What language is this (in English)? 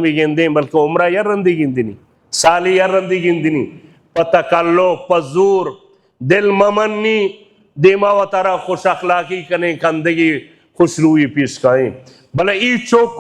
Baluchi